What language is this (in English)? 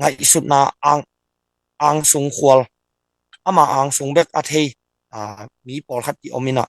Tedim Chin